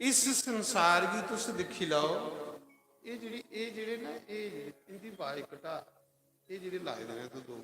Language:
Dogri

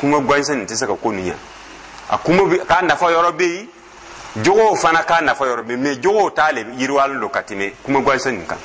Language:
Dyula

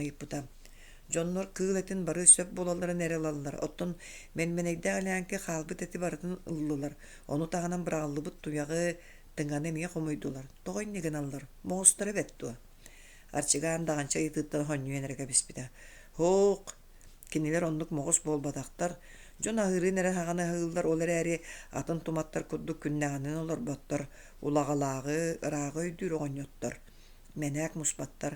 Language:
Yakut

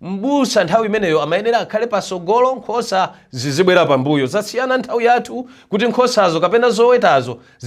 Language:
Nyanja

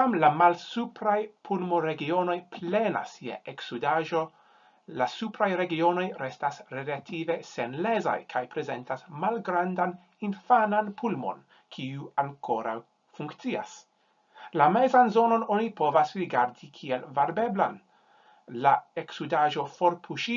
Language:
Esperanto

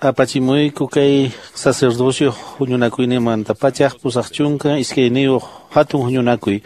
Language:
Quechua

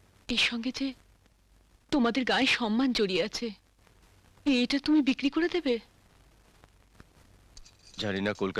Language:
Bangla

